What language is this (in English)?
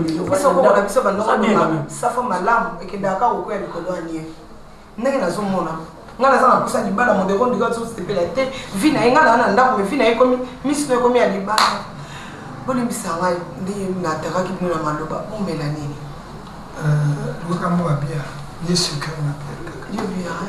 Lingala